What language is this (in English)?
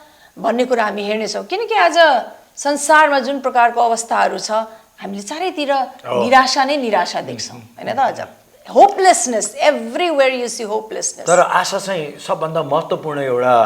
Nepali